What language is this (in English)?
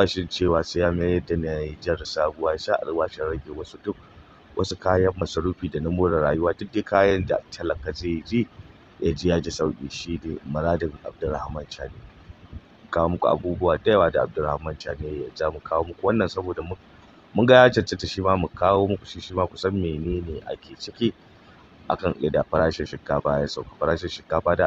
Hausa